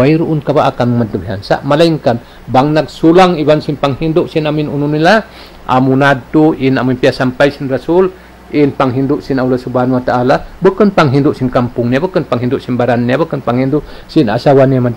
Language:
Tausug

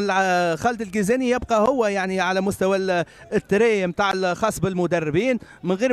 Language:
Tunisian Arabic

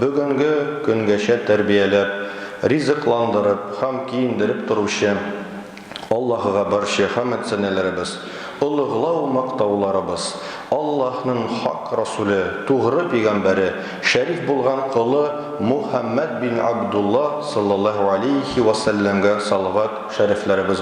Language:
Tatar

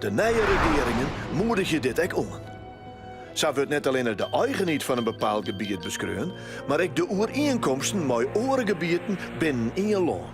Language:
Western Frisian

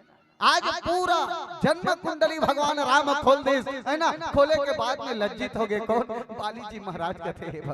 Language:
Chhattisgarhi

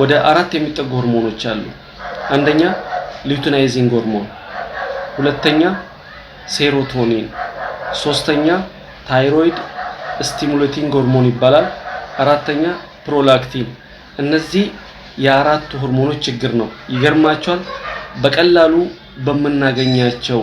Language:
Amharic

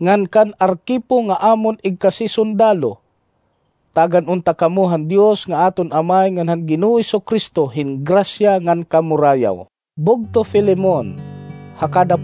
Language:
Waray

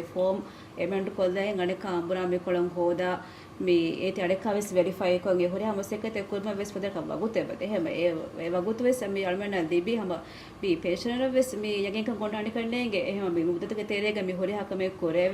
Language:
Divehi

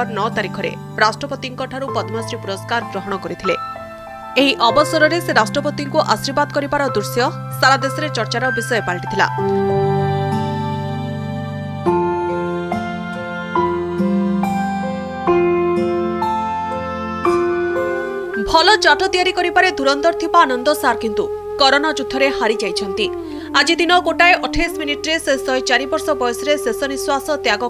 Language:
Odia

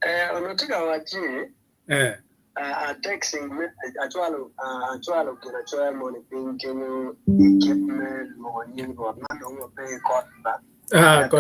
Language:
Acoli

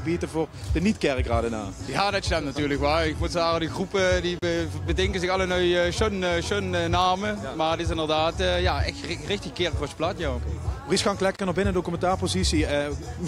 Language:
Limburgish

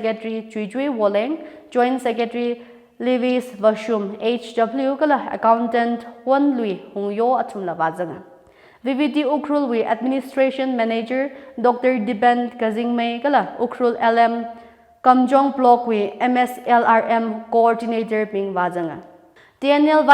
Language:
Tangkhul Naga (India)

